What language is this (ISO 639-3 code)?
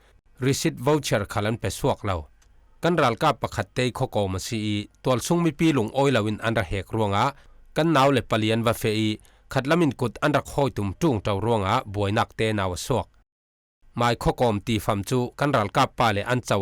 cfm